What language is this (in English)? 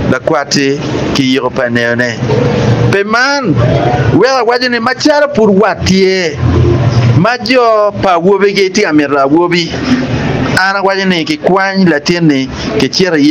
Acoli